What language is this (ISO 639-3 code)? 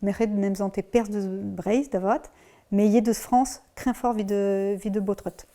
bre